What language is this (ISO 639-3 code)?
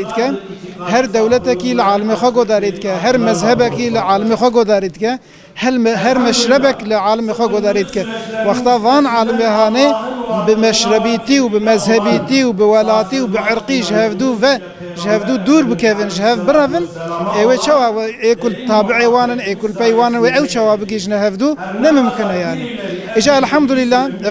kur